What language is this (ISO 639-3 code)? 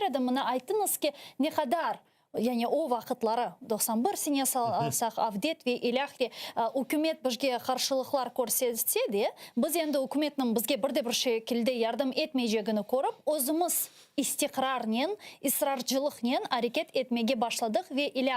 crh